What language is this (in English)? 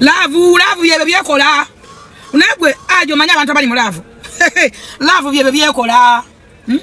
Ganda